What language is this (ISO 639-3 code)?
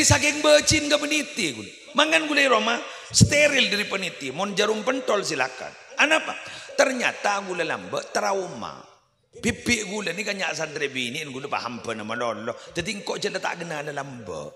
mad